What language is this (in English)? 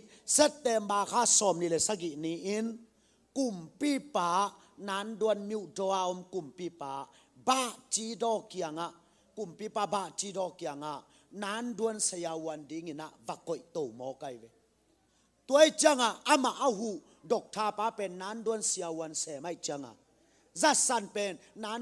Tedim Chin